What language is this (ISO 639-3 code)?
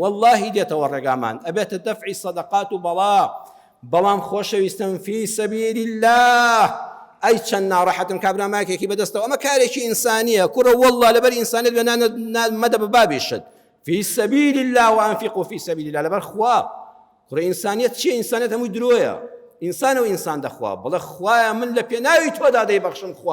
ckb